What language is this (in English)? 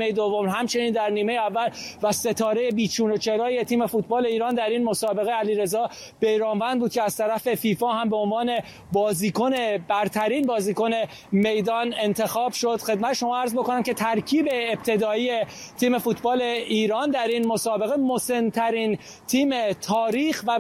Persian